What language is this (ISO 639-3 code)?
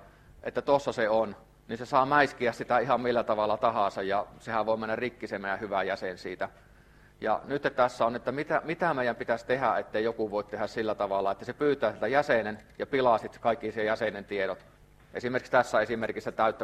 fin